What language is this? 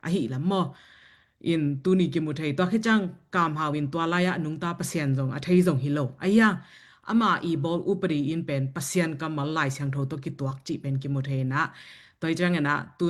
Tedim Chin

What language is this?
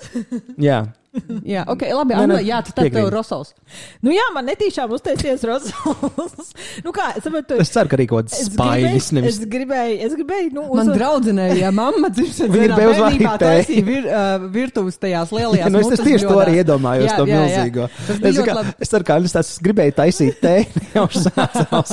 Latvian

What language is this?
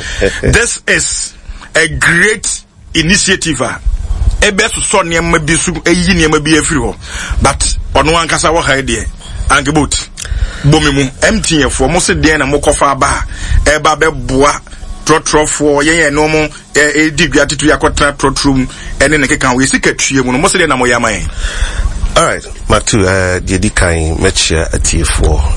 Akan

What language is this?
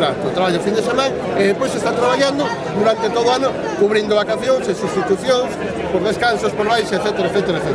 Galician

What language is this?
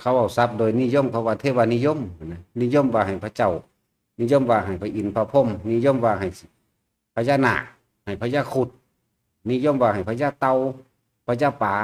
Northeastern Thai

